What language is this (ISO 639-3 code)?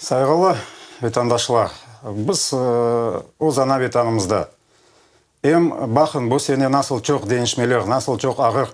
crh